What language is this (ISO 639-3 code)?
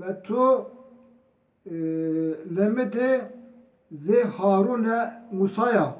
zza